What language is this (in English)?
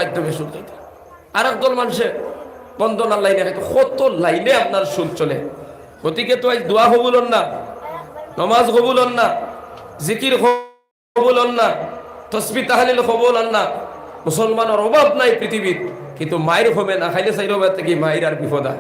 Sylheti